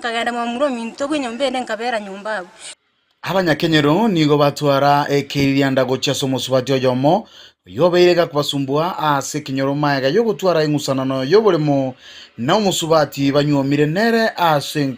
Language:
Gusii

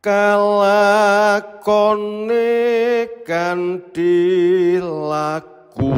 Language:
Javanese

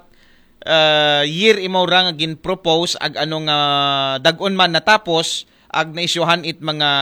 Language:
Aklanon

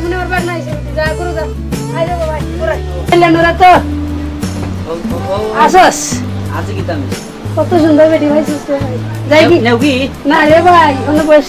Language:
Sylheti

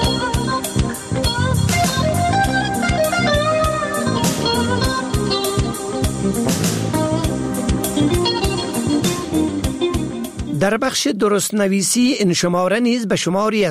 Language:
Persian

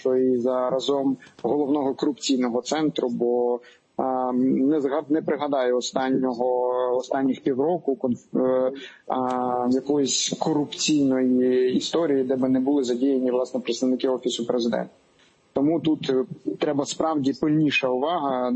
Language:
Ukrainian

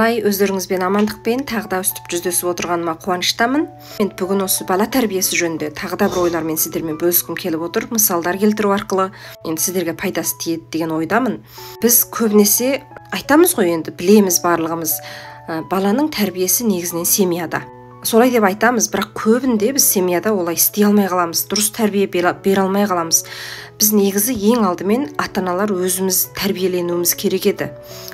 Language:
Kazakh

